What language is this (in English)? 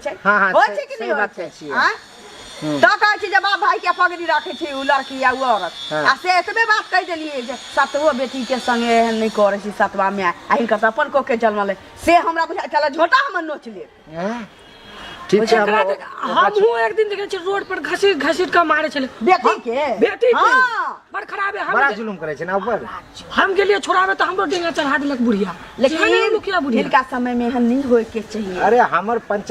Maithili